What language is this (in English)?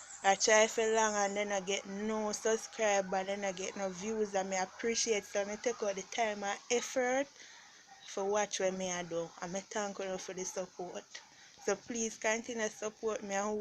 Jamaican Creole English